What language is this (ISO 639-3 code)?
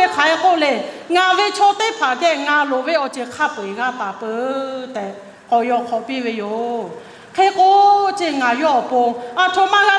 lhu